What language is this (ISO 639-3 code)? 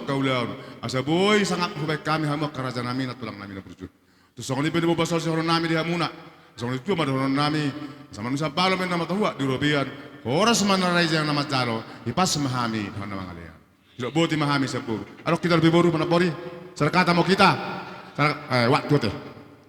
bbc